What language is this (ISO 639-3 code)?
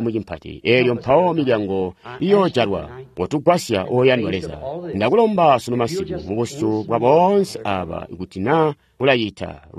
toi